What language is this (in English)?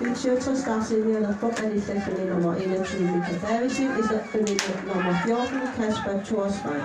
Kalaallisut